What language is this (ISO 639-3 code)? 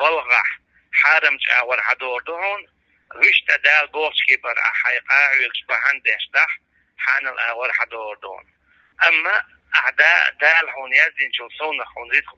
che